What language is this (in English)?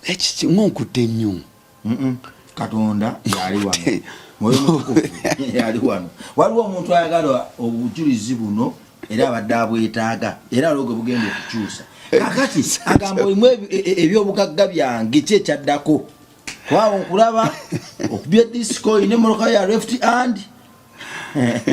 Ganda